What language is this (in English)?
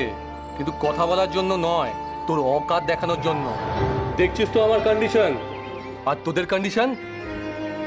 Bangla